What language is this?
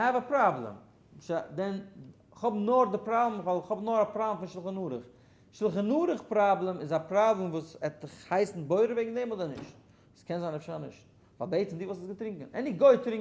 Yiddish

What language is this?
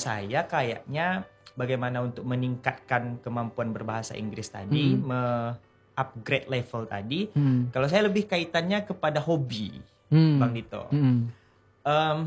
Indonesian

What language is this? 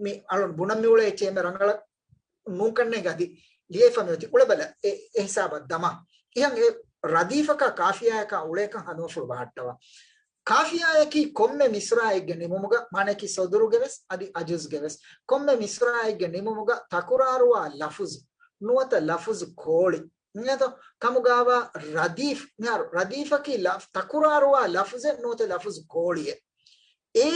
Divehi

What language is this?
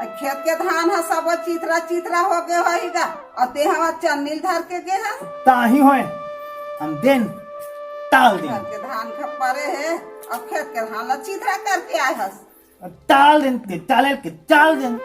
Chhattisgarhi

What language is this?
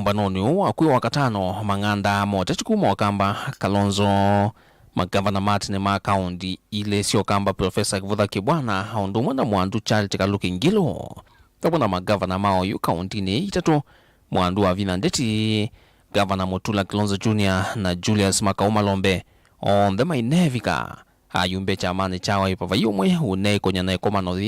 Kamba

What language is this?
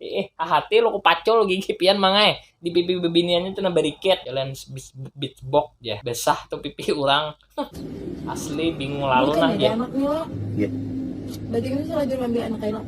Banjar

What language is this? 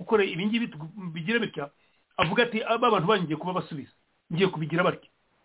Kinyarwanda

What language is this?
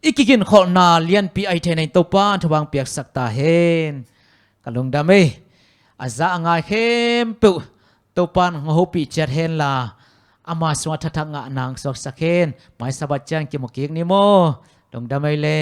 Tedim Chin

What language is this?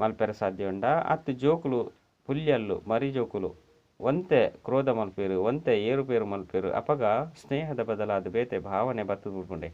Tulu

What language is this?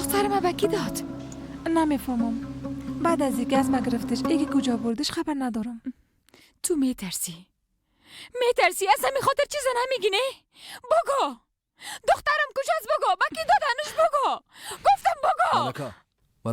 Persian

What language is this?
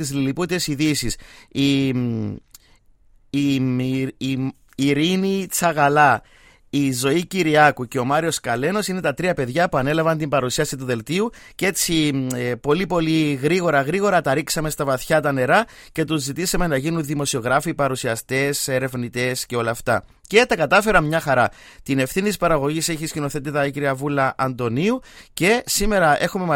Greek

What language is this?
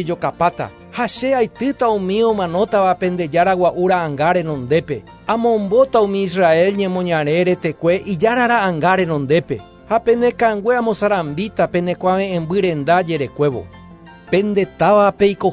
Guarani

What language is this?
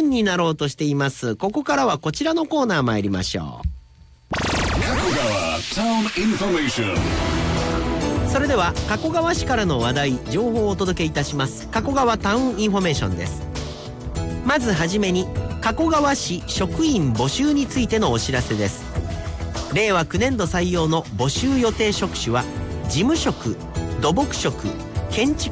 Japanese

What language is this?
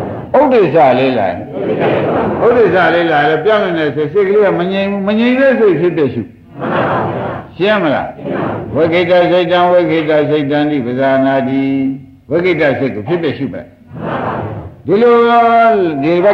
Burmese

